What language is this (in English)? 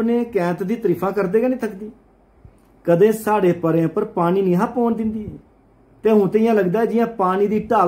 Dogri